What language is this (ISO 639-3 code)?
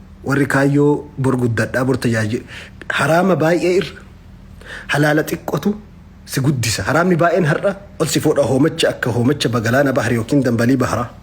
orm